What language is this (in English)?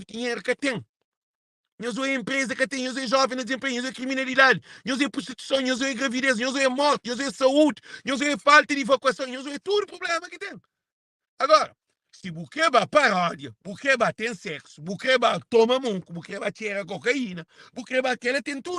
Kabuverdianu